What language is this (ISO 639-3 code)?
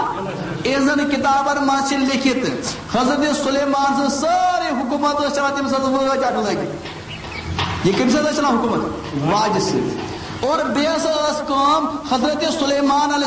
kas